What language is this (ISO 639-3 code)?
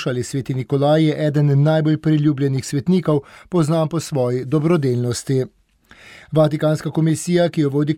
slv